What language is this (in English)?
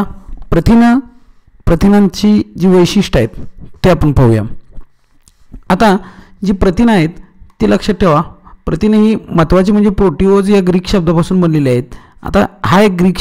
Marathi